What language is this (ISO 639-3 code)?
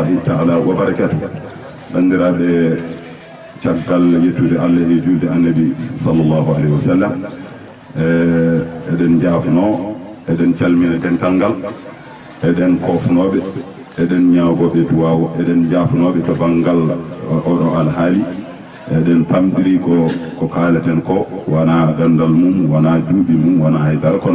ful